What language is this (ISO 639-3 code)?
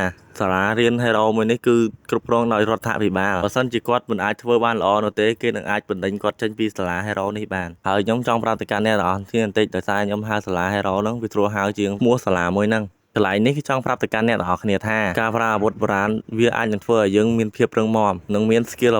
khm